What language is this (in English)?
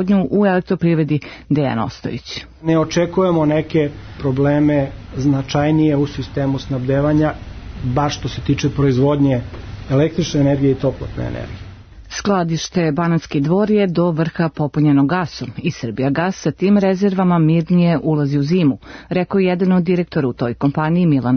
Serbian